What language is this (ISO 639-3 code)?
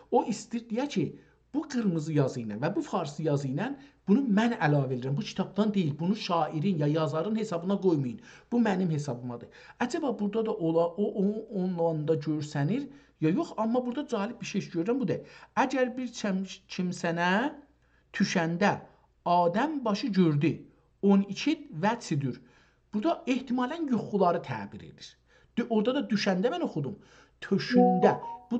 azb